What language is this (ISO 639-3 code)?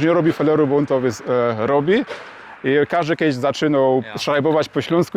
szl